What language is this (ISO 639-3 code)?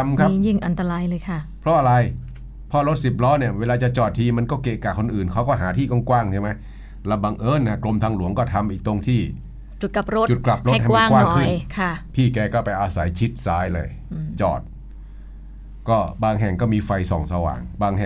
tha